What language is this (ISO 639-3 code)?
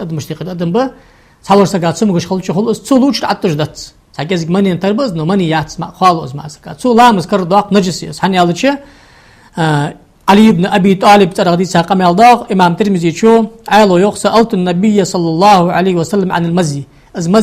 inh